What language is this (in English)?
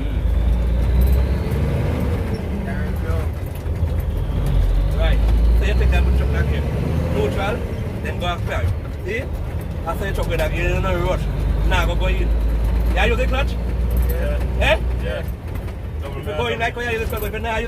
Jamaican Creole English